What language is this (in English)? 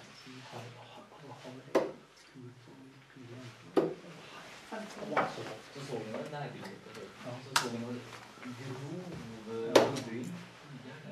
Norwegian